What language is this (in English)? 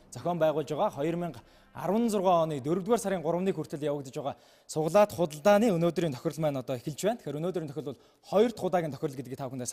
Mongolian